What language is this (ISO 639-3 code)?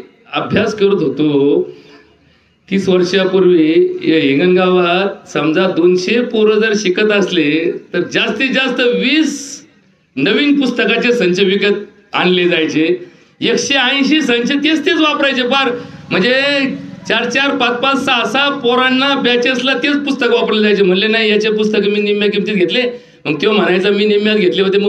mar